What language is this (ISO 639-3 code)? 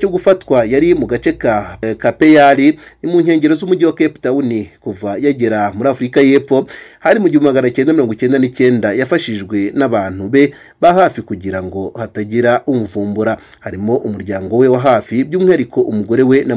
kin